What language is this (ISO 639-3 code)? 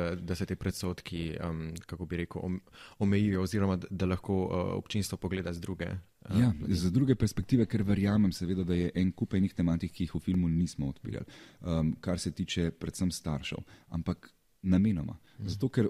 slv